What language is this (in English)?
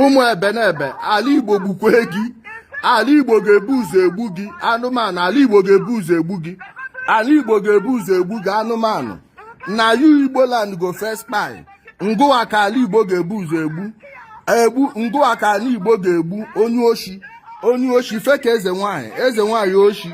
Igbo